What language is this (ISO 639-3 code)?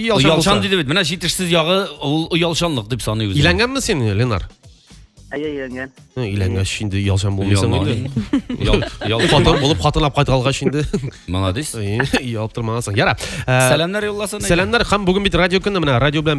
tat